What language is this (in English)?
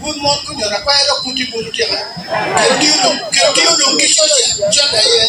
Acoli